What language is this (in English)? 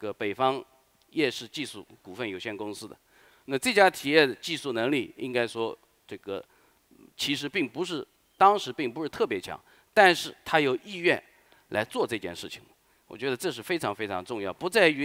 Chinese